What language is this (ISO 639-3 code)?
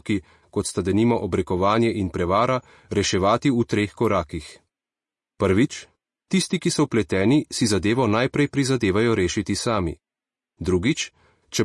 slv